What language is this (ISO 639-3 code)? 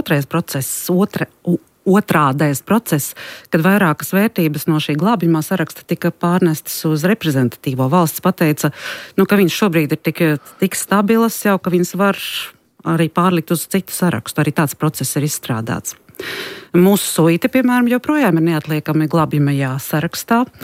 lav